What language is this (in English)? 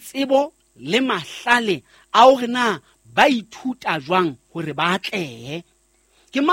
Southern Sotho